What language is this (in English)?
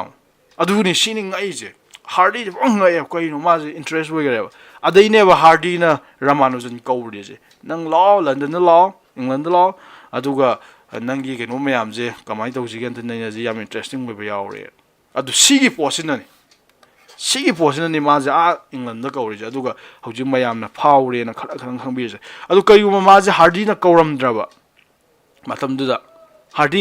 Manipuri